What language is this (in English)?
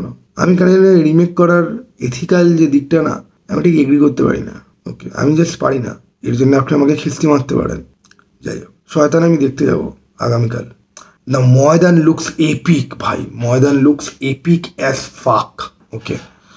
Bangla